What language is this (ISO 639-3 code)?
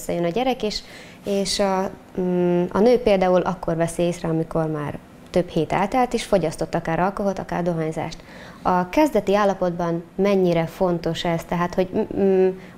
hun